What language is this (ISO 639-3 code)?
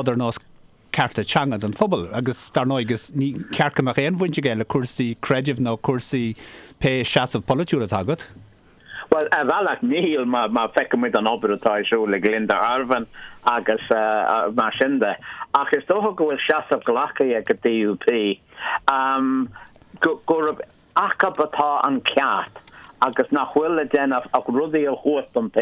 gle